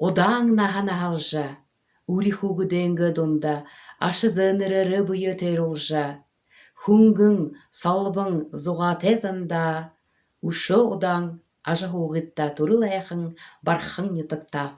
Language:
Buriat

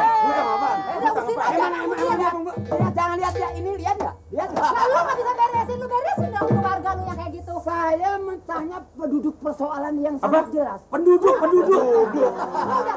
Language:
Betawi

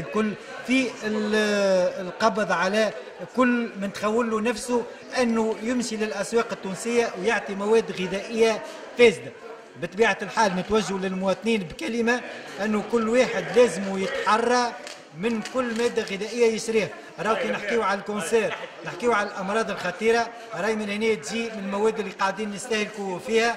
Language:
Tunisian Arabic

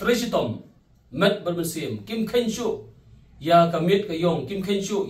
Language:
Khasi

